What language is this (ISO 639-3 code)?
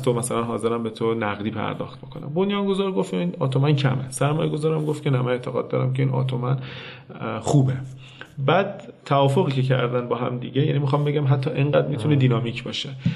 fas